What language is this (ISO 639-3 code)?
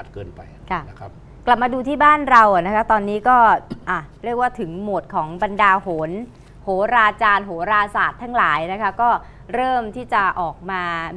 tha